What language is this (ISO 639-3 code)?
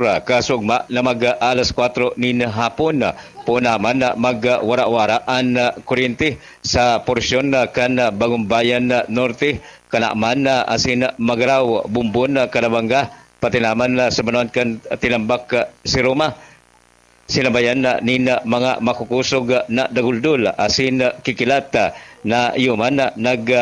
bik